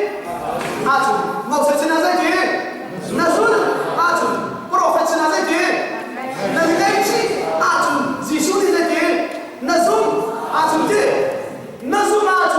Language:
Hakha Chin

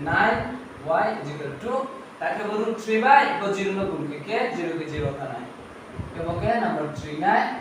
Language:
Riang (India)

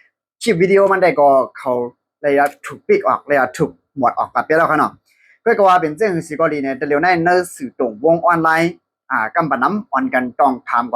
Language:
Shan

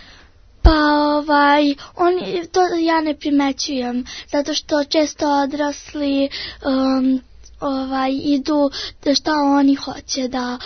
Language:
Serbian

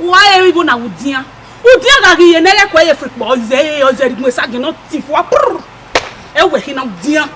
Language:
Bini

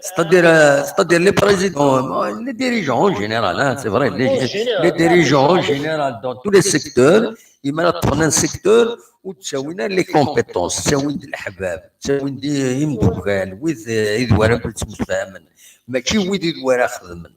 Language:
Kabyle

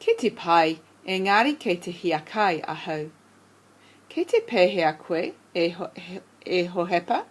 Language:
Māori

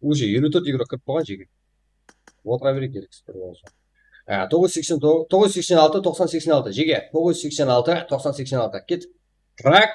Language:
Kara-Kalpak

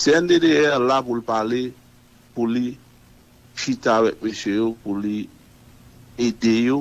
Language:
Haitian Creole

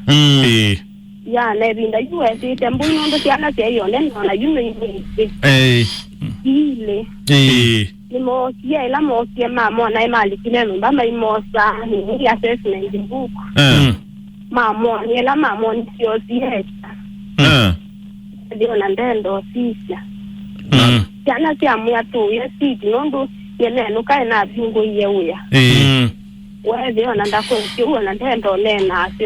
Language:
Kamba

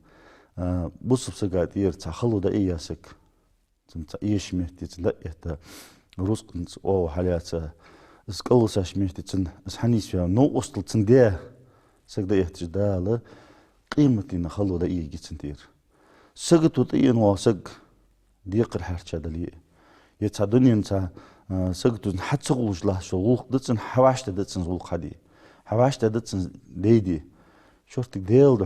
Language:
Ingush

